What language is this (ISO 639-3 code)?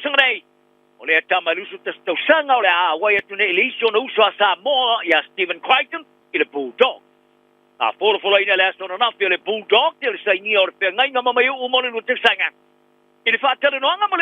smo